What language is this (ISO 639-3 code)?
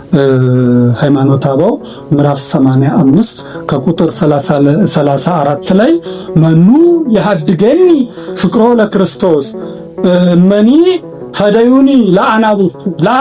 amh